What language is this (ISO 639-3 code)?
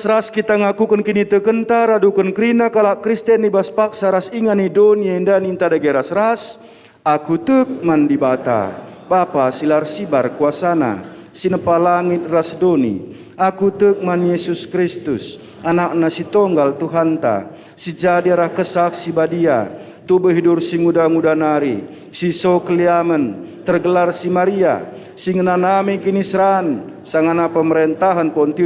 btx